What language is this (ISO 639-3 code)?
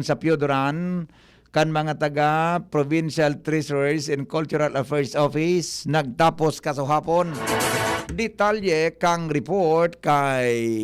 bik